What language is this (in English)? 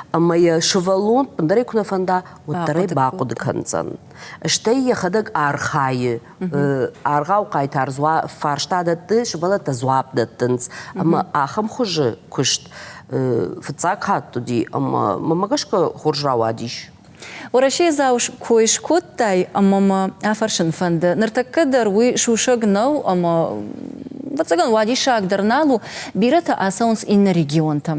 Ossetic